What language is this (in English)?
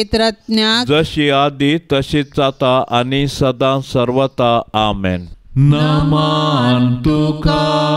Konkani